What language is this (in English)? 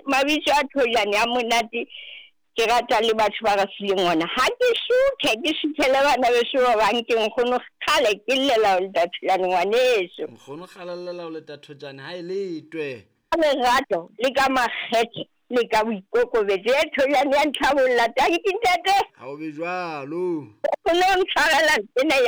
Southern Sotho